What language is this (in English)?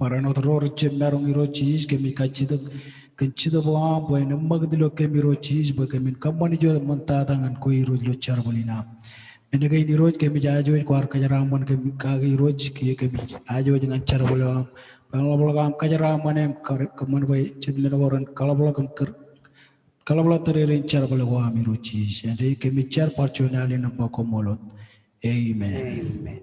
Marshallese